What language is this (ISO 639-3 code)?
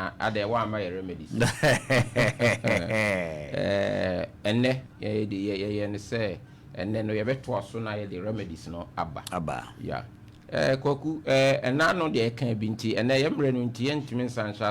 aka